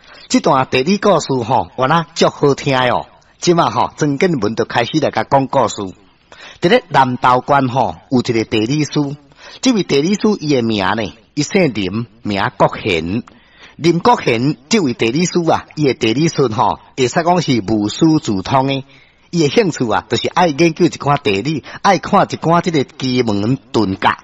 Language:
Min Nan Chinese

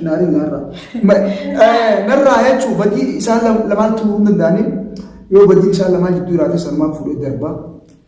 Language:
Oromo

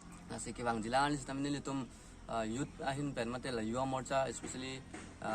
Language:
Karbi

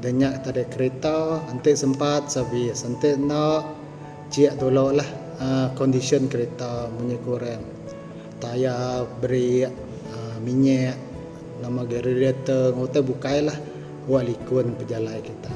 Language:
Iban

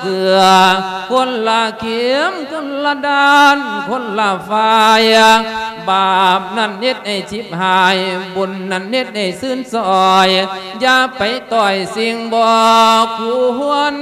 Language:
Lao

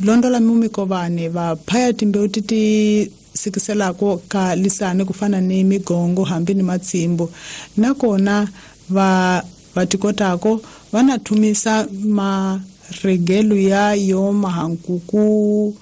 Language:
Tsonga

